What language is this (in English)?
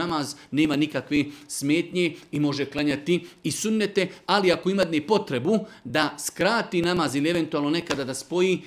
Serbian